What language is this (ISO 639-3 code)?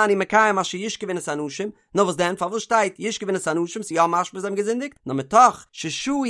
yid